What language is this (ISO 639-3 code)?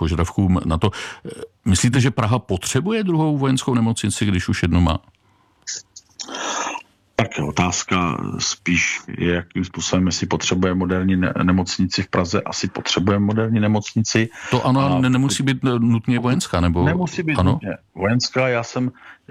ces